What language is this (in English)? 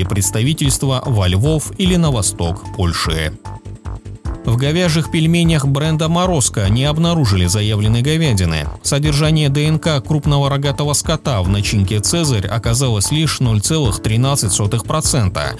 Russian